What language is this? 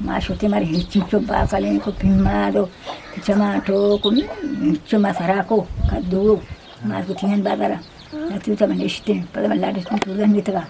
Eastern Balochi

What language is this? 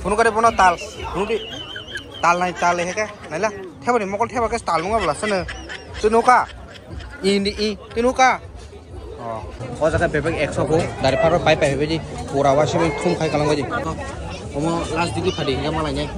Kok Borok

